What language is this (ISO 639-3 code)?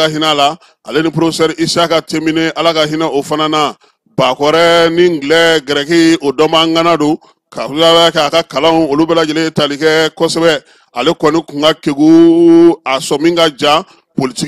bam